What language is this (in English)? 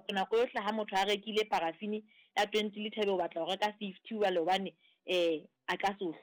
Southern Sotho